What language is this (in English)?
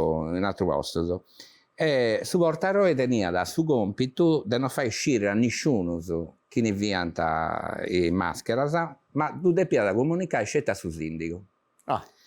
Sardinian